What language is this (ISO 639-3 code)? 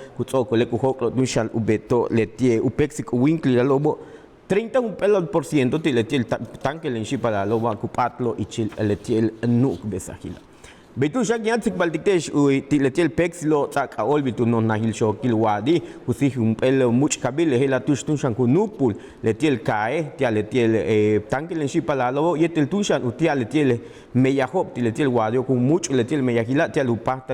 yua